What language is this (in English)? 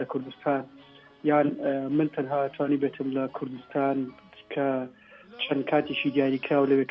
Central Kurdish